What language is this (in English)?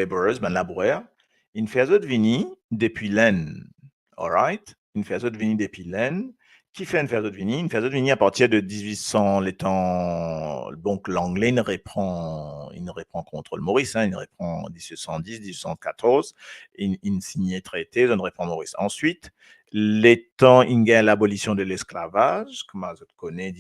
Morisyen